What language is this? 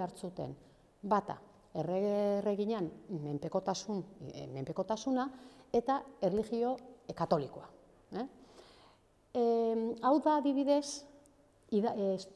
Basque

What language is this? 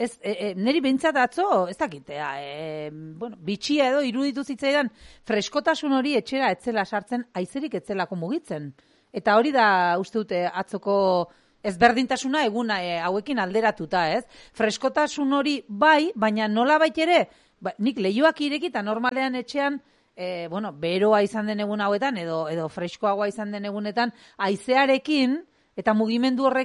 Basque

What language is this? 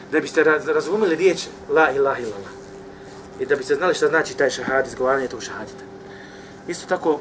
Bosnian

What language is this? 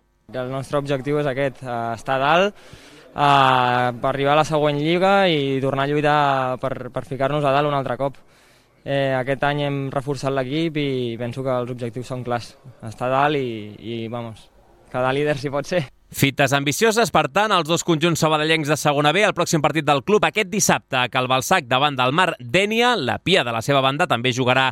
Catalan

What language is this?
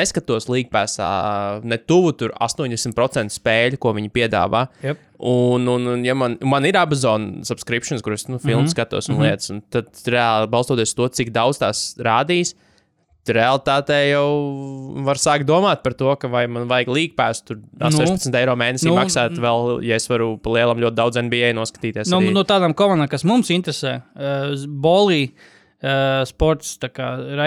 Latvian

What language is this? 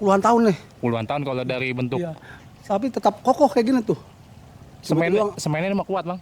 Betawi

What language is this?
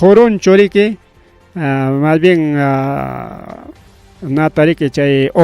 Ayacucho Quechua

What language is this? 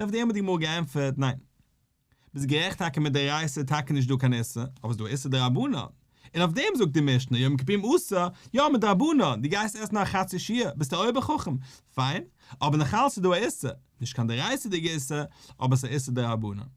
Yiddish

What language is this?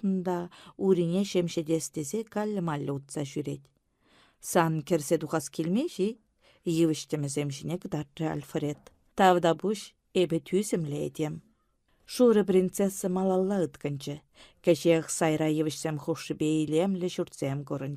Chuvash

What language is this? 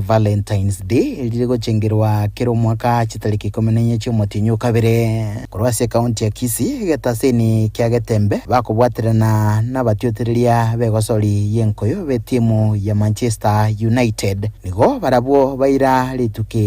Gusii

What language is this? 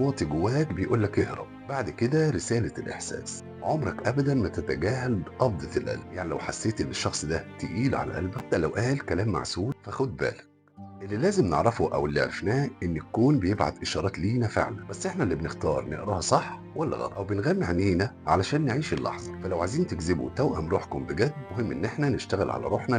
Egyptian Arabic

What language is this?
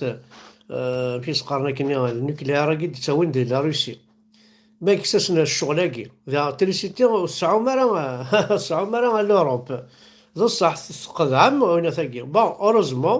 Kabyle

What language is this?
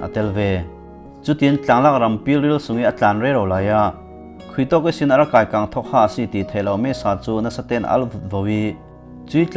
Falam Chin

